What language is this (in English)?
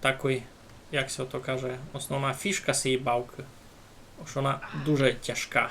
Rusyn